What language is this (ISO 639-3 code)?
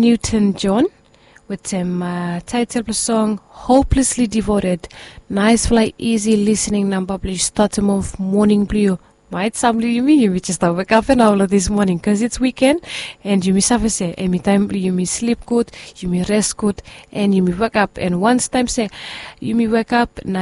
bis